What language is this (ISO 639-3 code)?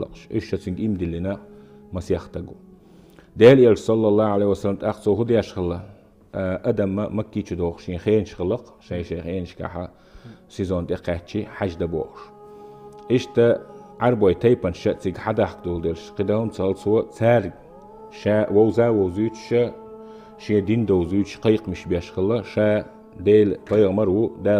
che